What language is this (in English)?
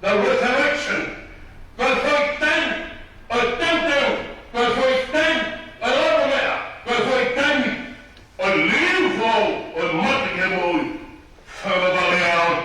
Tongan